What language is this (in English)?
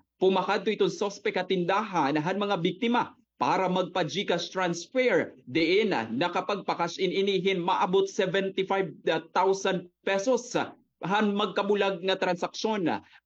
Waray